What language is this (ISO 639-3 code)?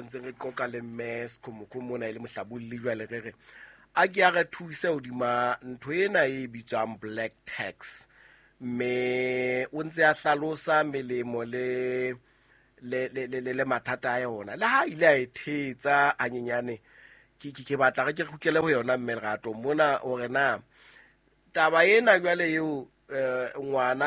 sot